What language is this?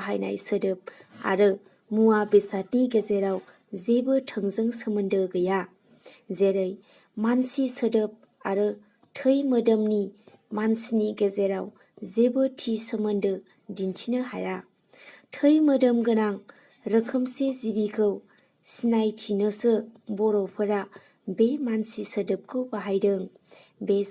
Bodo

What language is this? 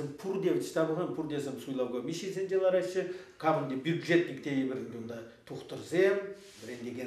Chuvash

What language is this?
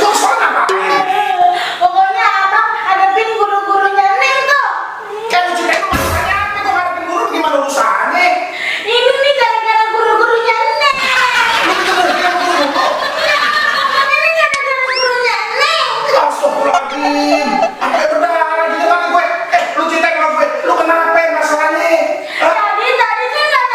Betawi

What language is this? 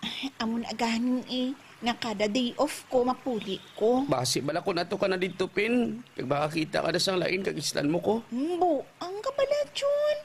Hiligaynon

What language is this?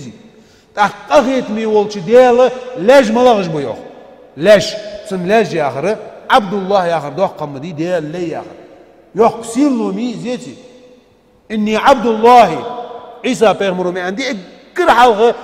Ingush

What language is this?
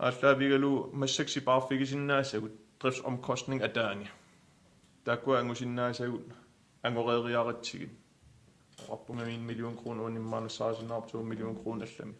Kalaallisut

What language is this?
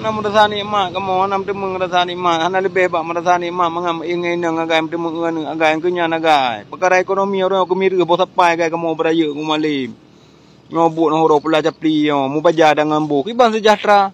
Achinese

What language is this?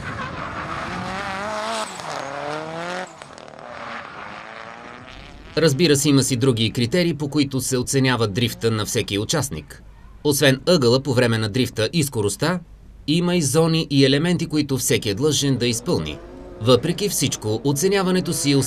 Bulgarian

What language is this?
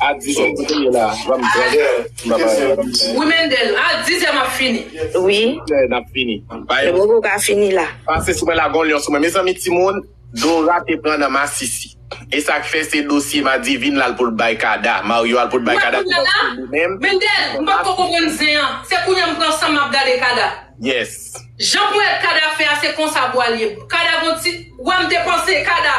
Haitian Creole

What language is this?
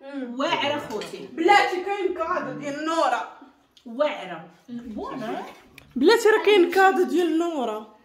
Moroccan Arabic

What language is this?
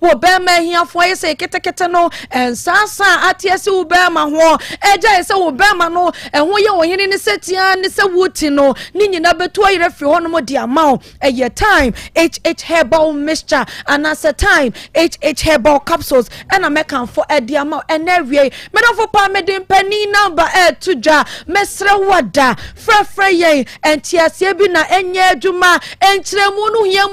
Akan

